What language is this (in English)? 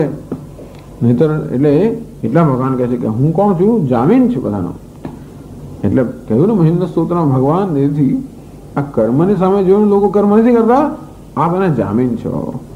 Gujarati